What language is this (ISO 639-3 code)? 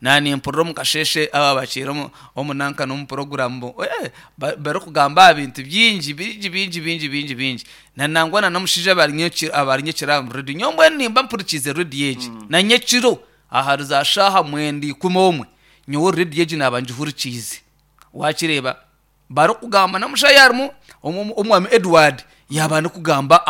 nyn